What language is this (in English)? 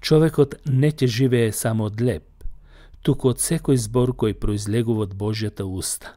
Macedonian